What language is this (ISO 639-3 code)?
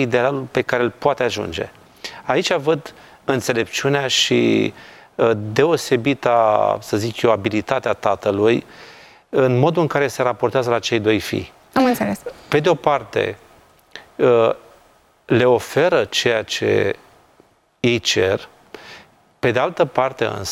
ron